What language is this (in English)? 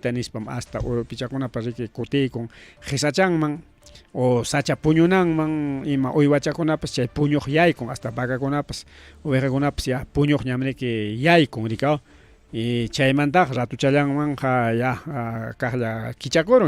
Ayacucho Quechua